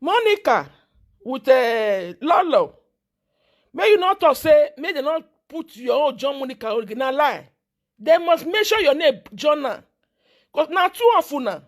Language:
Nigerian Pidgin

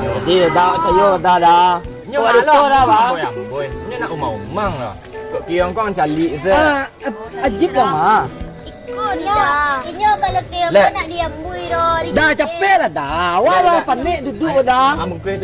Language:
Minangkabau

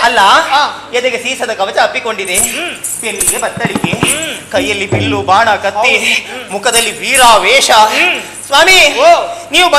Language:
Kannada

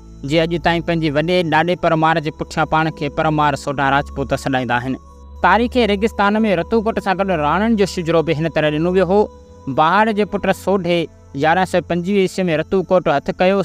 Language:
Sindhi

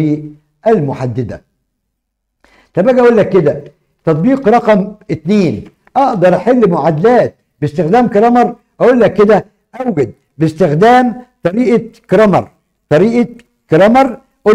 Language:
Egyptian Arabic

